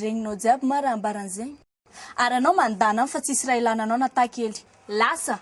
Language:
Malagasy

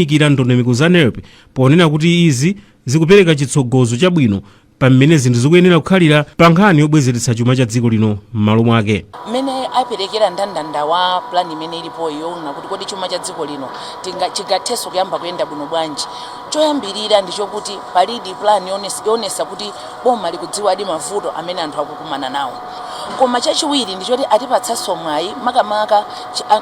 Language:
Nyanja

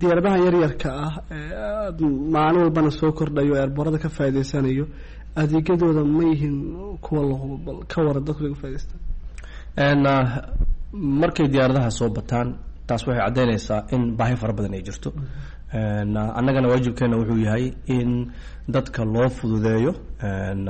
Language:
Somali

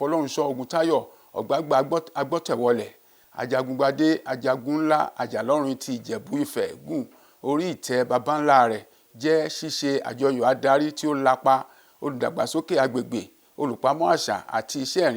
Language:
Yoruba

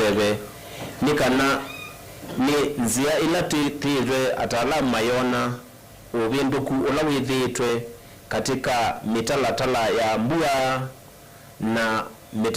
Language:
Kamba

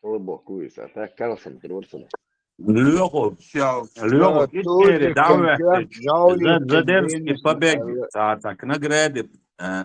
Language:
Chechen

